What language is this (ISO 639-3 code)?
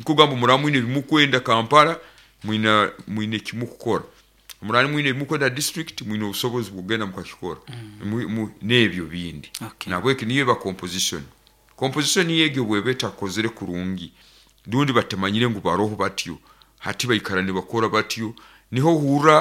nyo